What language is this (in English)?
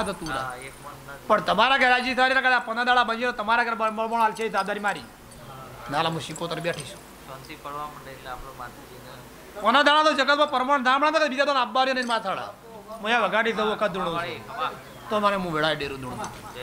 Gujarati